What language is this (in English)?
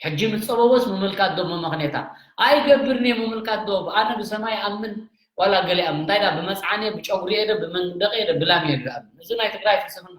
Tigrinya